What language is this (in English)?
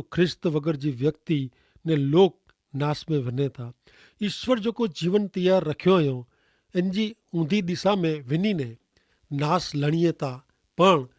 Kachhi